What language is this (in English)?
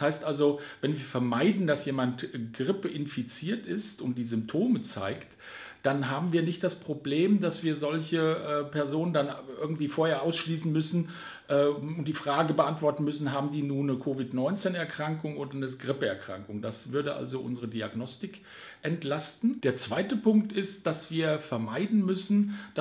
German